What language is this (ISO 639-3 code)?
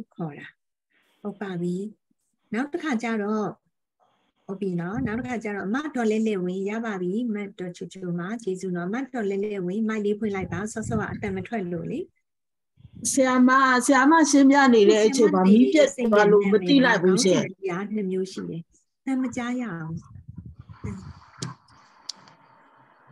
mya